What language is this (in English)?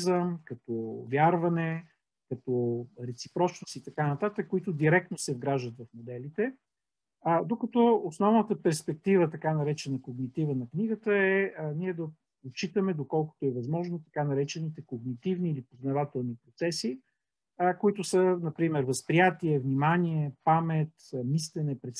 Bulgarian